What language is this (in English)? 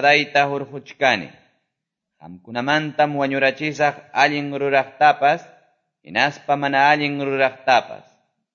Quechua